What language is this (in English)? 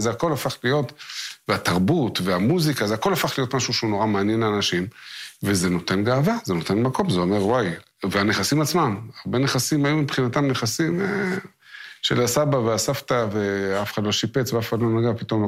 Hebrew